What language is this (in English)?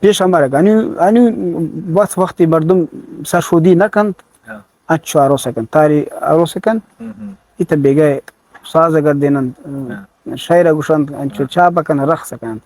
Eastern Balochi